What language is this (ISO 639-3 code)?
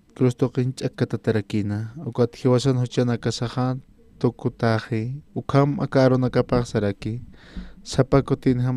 aym